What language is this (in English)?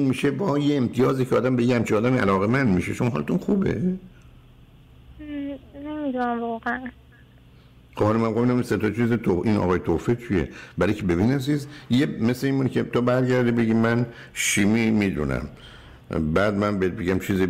Persian